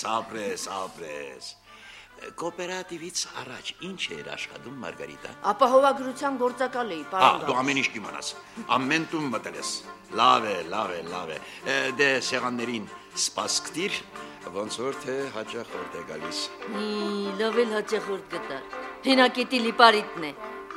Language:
Armenian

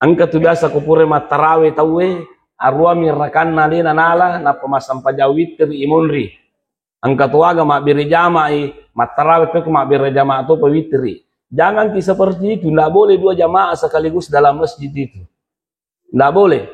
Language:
Buginese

